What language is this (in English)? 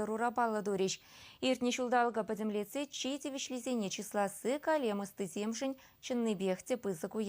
Chuvash